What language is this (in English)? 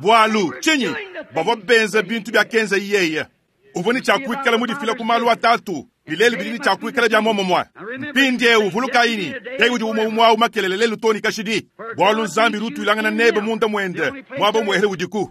Luba-Lulua